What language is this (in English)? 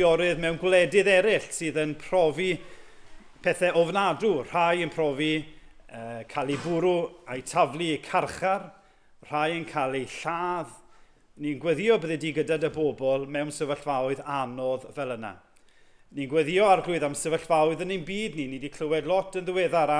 Welsh